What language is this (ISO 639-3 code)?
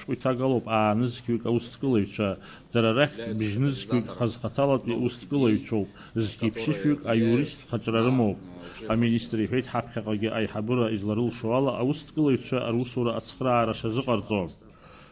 abk